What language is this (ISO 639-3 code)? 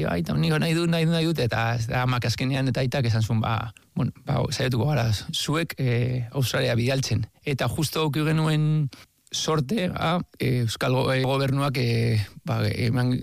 eus